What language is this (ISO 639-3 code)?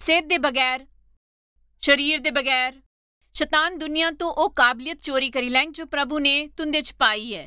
doi